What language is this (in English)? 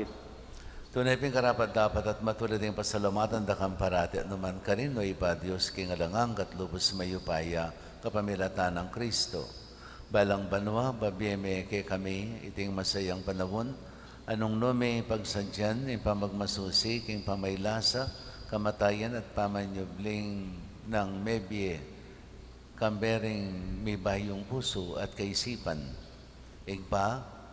Pampanga